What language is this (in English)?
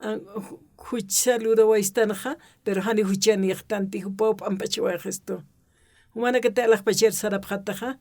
Aymara